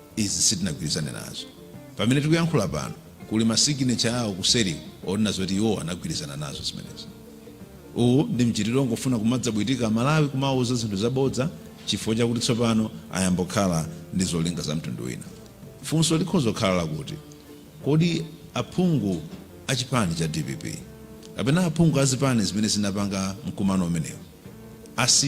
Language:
Nyanja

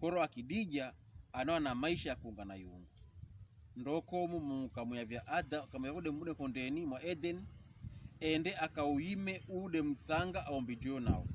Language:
Pokomo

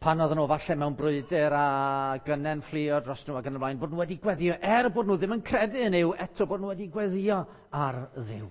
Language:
Welsh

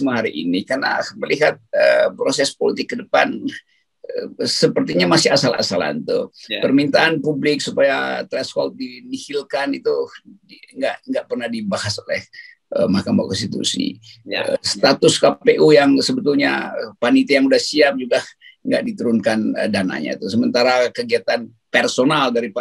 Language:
Indonesian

